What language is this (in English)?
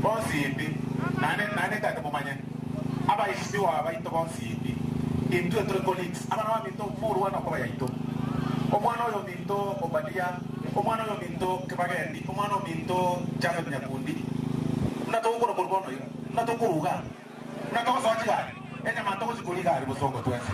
Gusii